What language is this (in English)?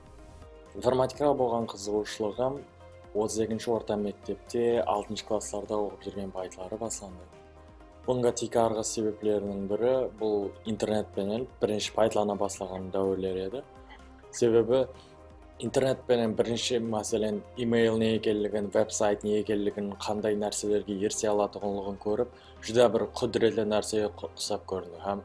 Kara-Kalpak